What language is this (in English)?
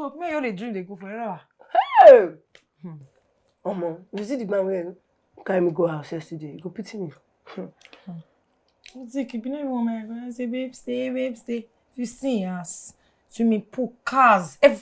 Nigerian Pidgin